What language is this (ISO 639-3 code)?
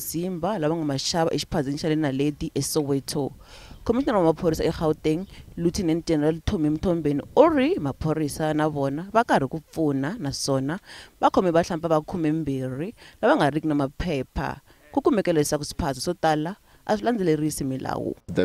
tso